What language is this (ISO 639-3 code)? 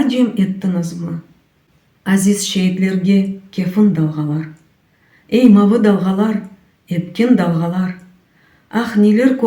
crh